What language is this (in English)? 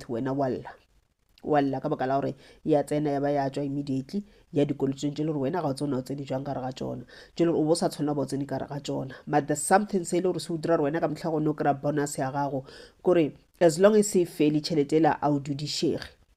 Northern Sotho